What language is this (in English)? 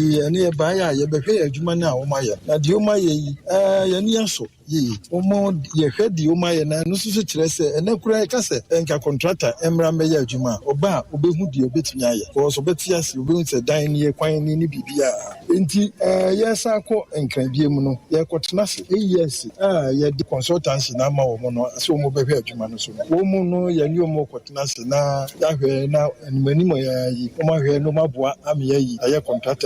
Akan